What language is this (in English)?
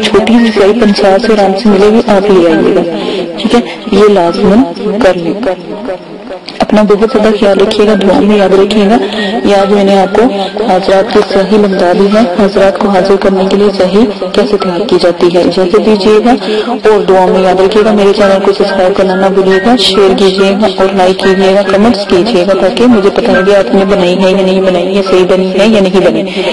Urdu